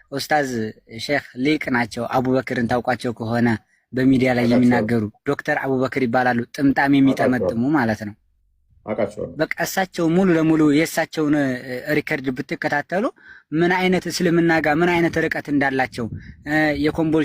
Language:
Amharic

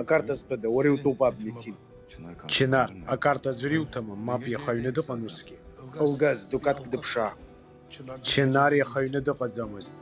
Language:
Abkhazian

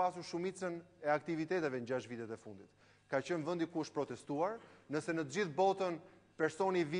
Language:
Albanian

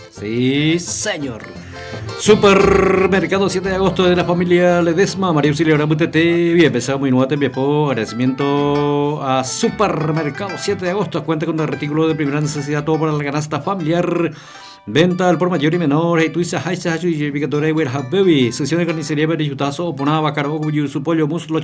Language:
Guarani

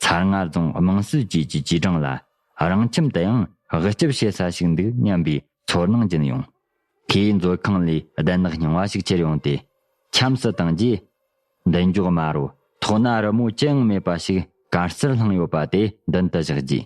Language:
Tibetan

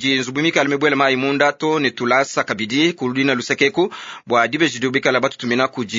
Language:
Luba-Lulua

